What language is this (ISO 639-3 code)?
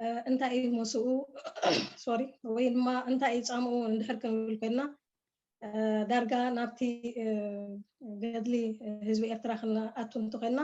tir